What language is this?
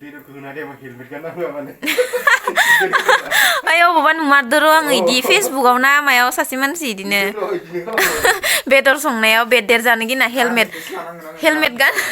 Bodo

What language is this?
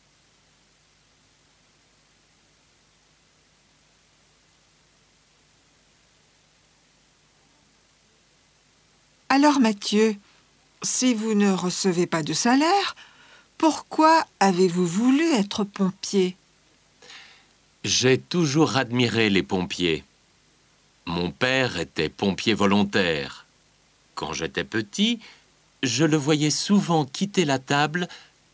French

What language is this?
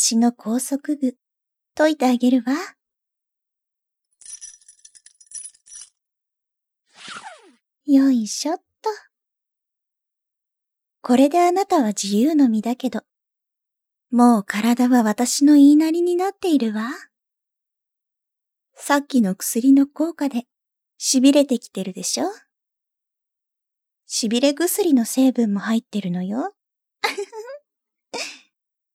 Japanese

